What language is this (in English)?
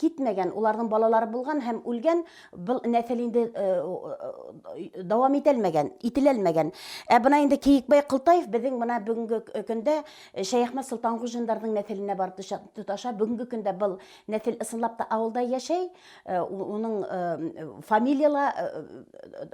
Bashkir